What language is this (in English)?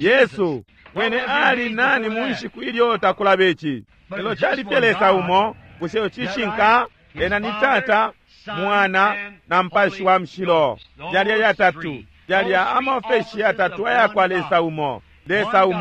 Bemba